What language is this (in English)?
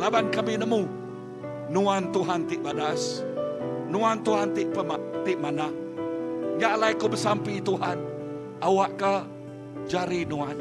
Iban